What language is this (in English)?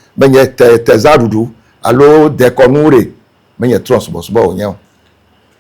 Ewe